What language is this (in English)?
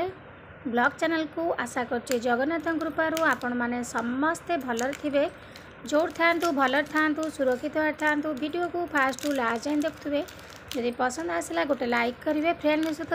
Odia